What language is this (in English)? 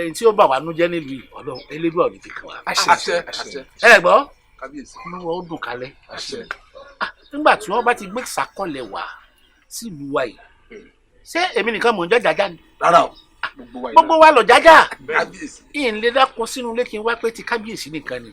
Yoruba